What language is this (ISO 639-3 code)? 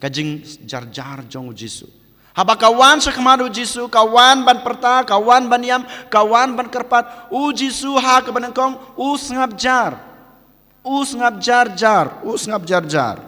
kha